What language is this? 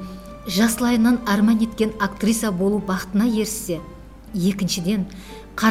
Kara-Kalpak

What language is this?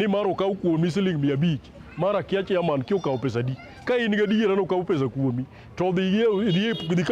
Luo (Kenya and Tanzania)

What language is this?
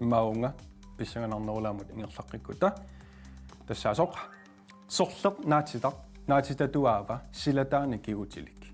Kalaallisut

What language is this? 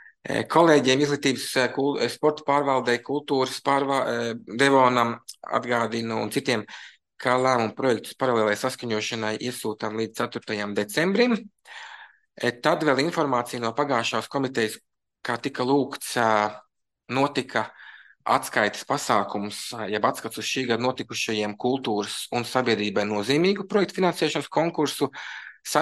Latvian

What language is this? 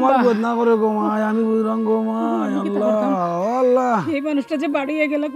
Sylheti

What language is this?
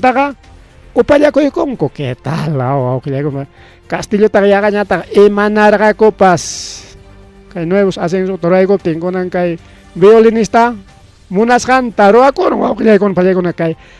Ayacucho Quechua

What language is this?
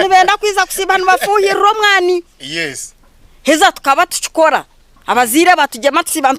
Nyankole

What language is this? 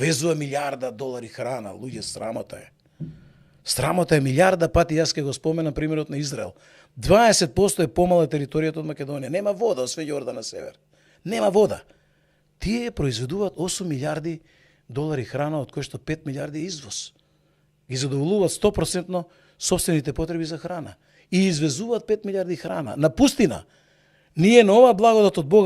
Macedonian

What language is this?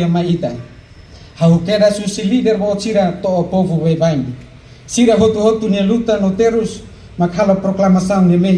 Tetum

